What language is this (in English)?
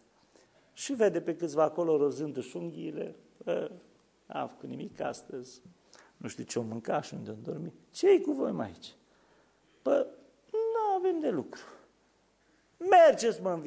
Romanian